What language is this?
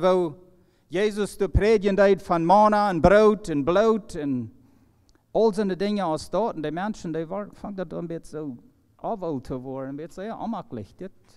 Plautdietsch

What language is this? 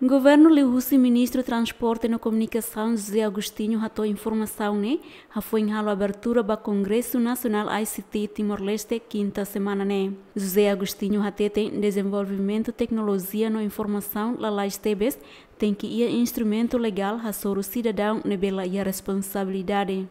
Tetum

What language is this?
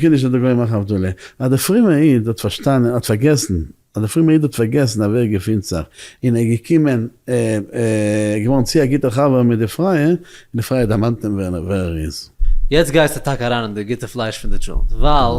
Yiddish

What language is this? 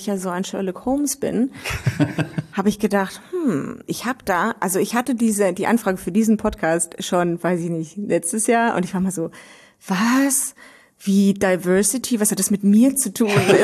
German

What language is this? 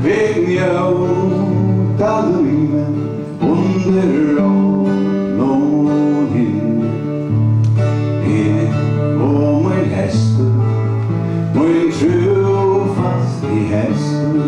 Faroese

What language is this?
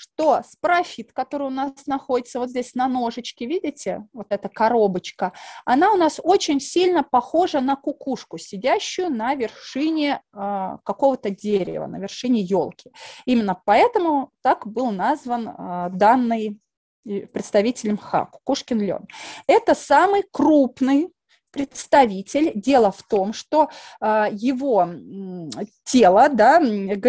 Russian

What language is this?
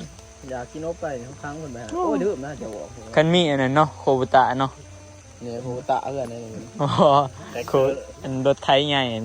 Northeastern Thai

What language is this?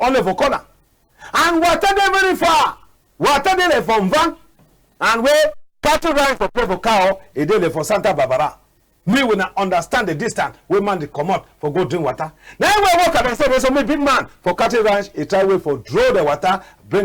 Cameroon Pidgin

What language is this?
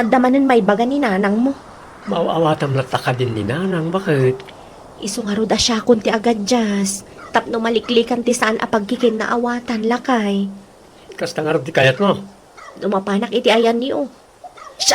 Iloko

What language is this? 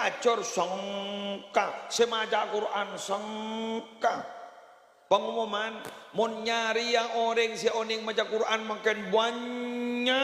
Madurese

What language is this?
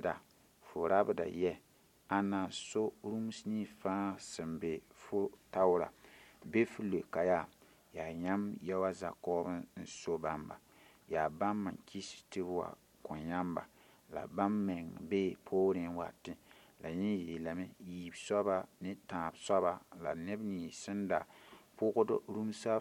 Mossi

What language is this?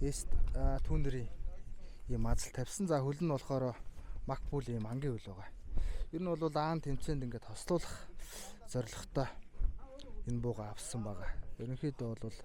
Mongolian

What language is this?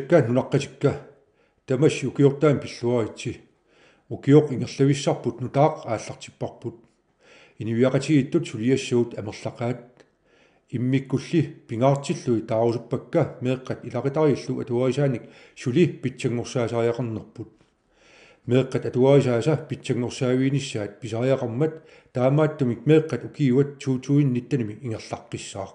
Kalaallisut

